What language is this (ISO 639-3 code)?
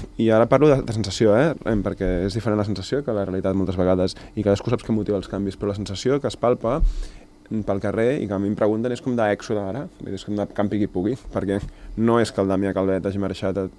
cat